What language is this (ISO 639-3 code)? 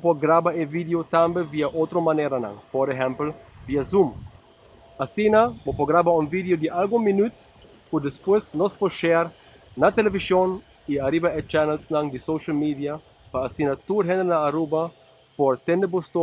pap